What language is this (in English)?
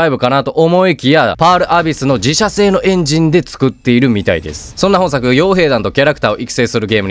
Japanese